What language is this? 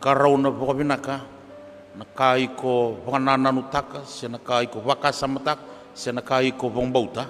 Fijian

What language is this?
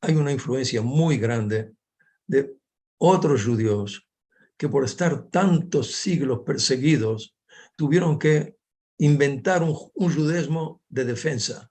Ladino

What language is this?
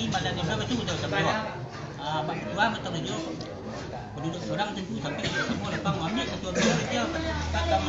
Minangkabau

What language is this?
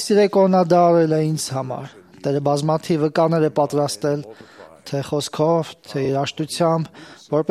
Armenian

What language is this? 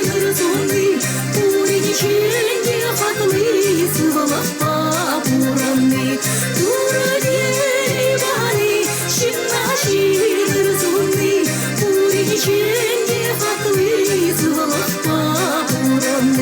Chuvash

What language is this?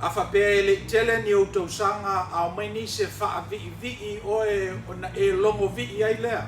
Samoan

